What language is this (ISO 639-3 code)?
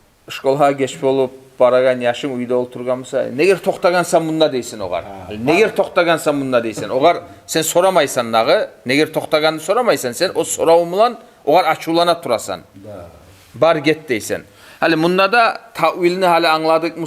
kum